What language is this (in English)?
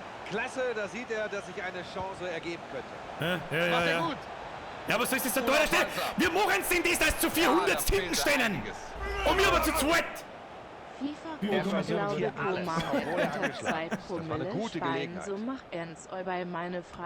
Bavarian